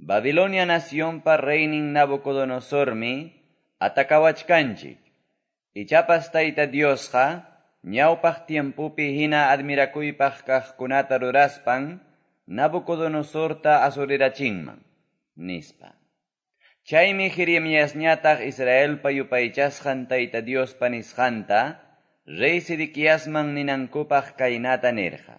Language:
Quechua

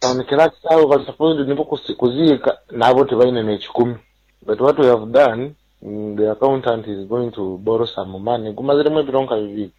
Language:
Nyoro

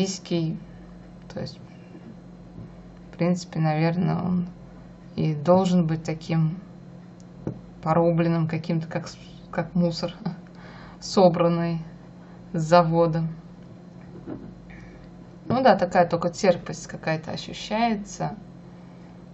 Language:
Russian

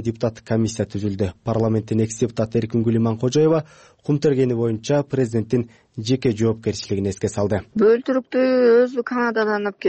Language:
Kyrgyz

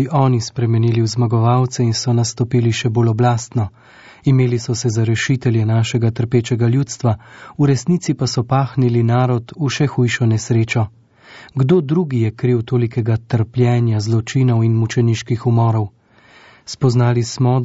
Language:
Slovenian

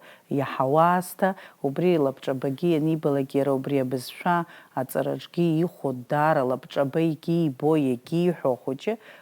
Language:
Abkhazian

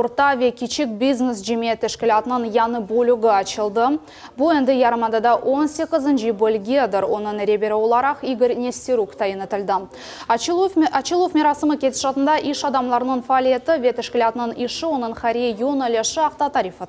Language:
Crimean Tatar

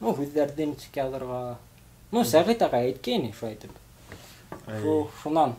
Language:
Bashkir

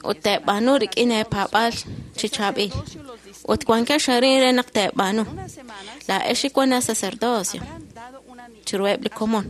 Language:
Kekchí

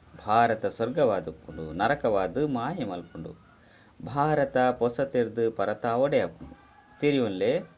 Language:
Tulu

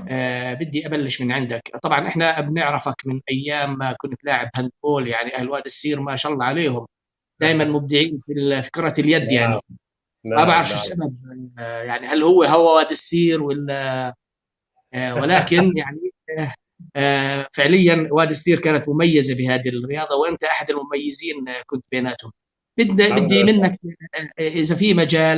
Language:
North Levantine Arabic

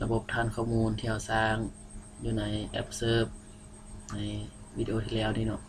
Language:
Lao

